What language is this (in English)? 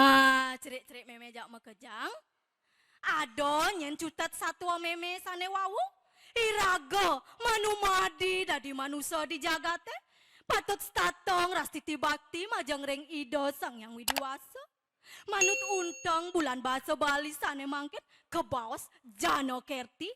Balinese